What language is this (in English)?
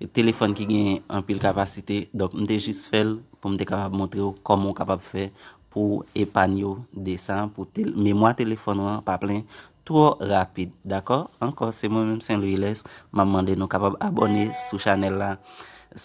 Haitian Creole